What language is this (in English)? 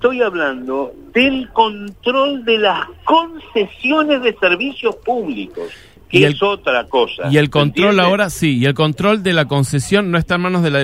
Spanish